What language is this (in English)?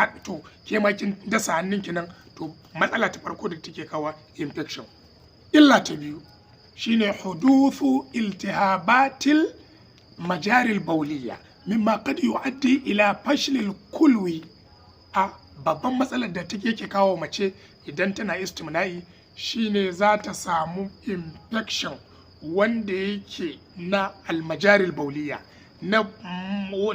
Hausa